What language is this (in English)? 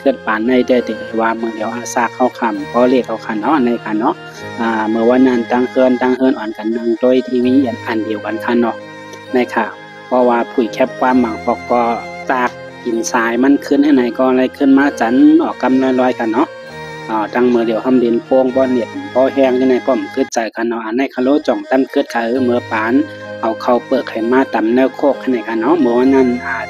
Shan